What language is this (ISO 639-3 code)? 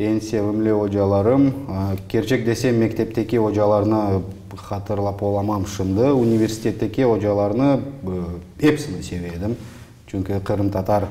crh